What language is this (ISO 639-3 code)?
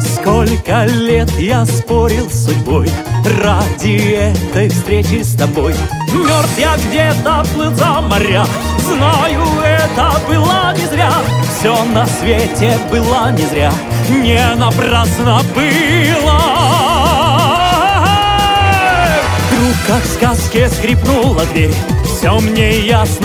rus